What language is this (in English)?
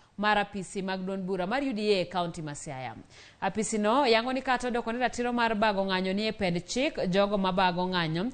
Luo (Kenya and Tanzania)